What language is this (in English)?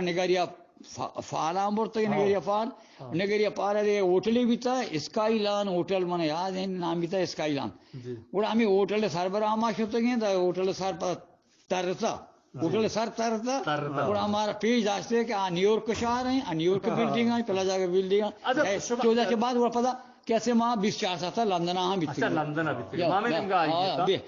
Eastern Balochi